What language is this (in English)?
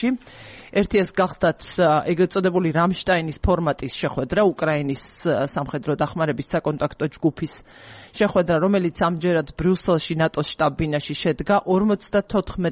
Georgian